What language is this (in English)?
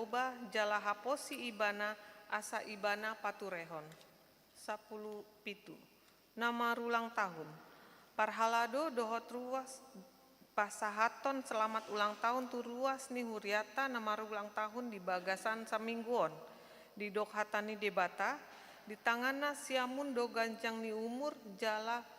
Batak Toba